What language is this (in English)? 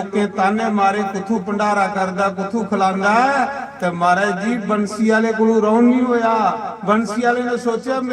Dogri